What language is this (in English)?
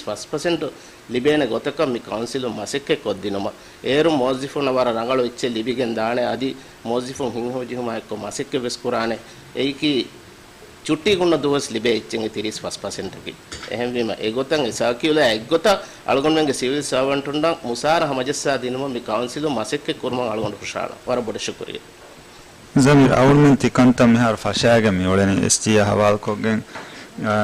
Divehi